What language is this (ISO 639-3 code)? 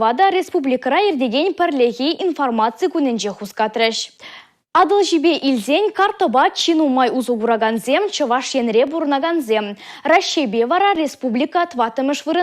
chv